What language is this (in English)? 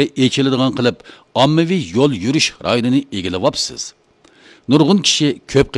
Uyghur